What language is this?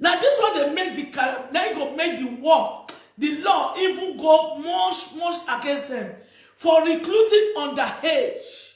Nigerian Pidgin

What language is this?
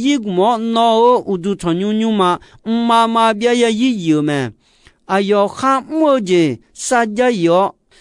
Akha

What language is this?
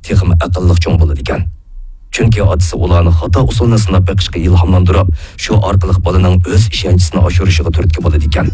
Uyghur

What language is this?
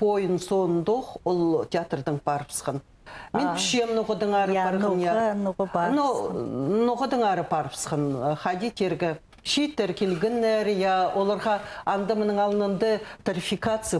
Khakas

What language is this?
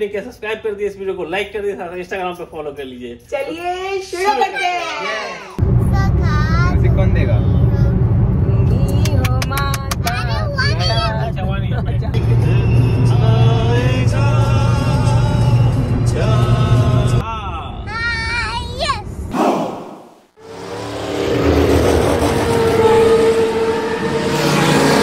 Hindi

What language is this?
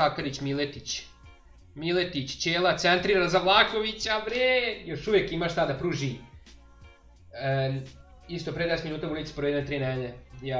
Serbian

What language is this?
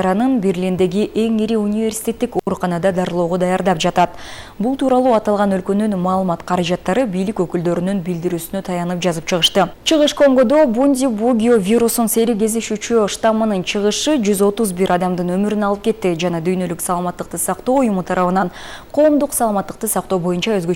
Kyrgyz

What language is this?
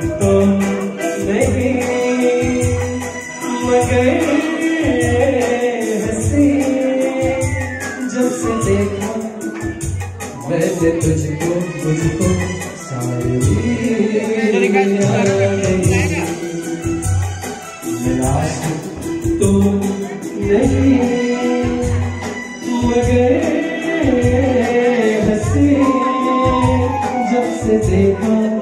Hindi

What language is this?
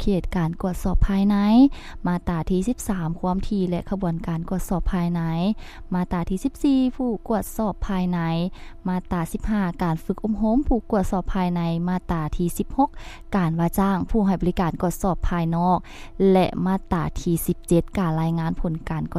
Lao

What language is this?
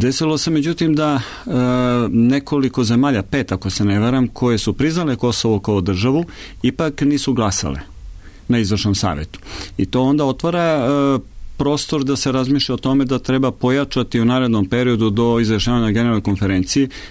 Serbian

